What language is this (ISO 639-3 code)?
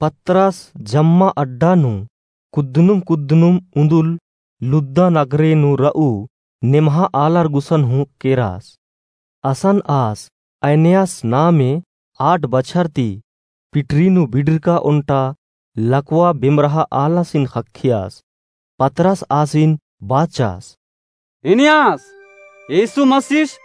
kru